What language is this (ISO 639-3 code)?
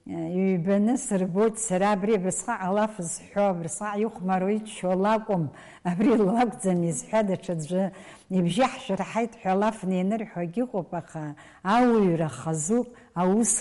abk